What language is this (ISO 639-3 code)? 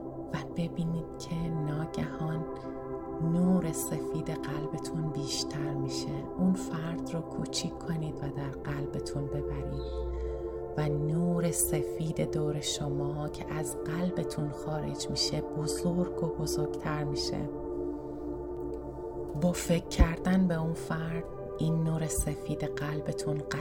fas